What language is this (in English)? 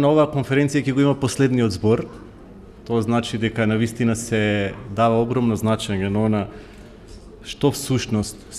Macedonian